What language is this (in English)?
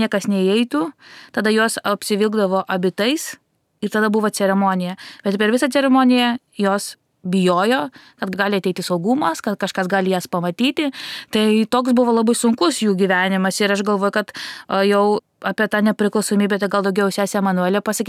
Lithuanian